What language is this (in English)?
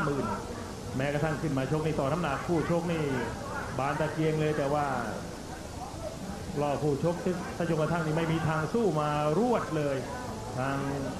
Thai